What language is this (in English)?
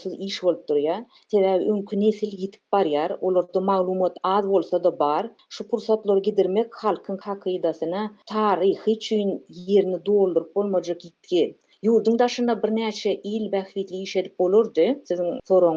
Turkmen